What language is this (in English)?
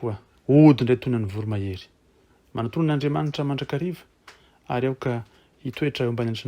Malagasy